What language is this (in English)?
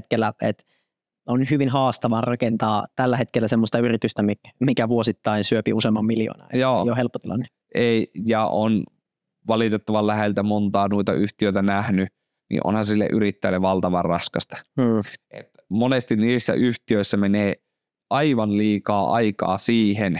Finnish